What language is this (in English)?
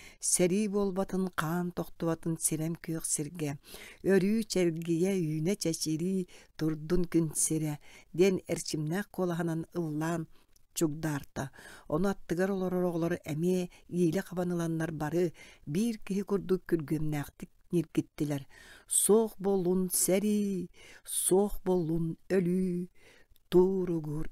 Yakut